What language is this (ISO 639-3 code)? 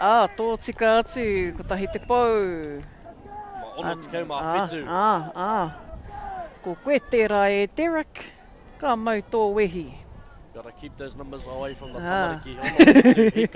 mri